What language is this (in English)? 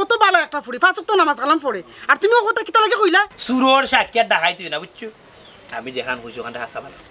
Sylheti